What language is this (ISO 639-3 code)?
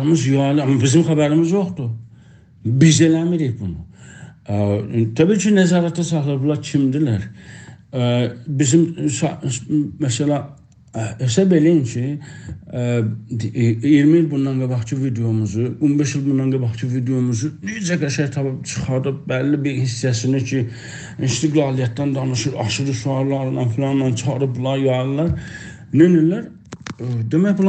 azb